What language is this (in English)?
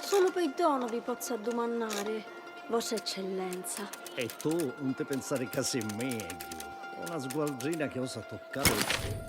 Sicilian